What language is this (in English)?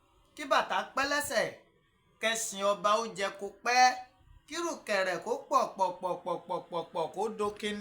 Yoruba